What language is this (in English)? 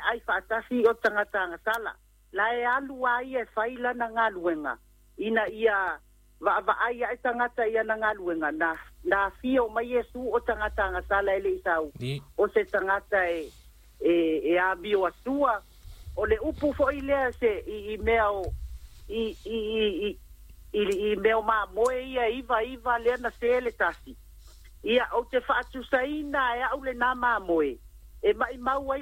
Samoan